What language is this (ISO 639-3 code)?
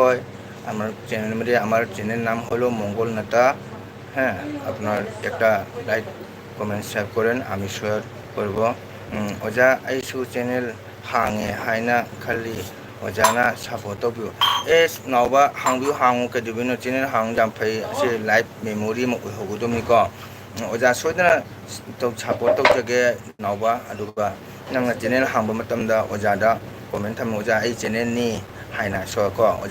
mni